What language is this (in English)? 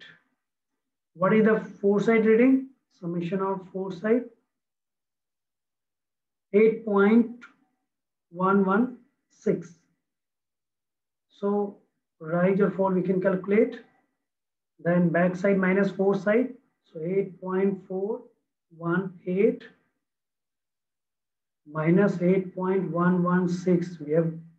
English